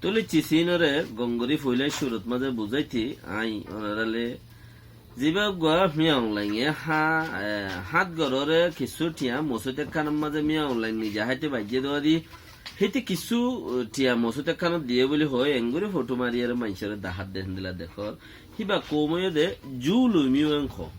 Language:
Rohingya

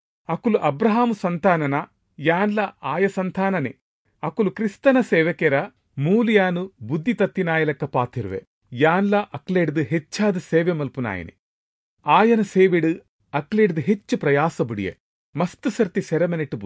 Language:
Tulu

